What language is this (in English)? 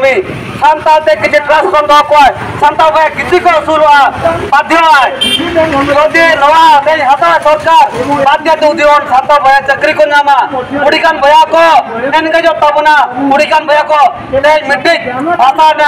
Santali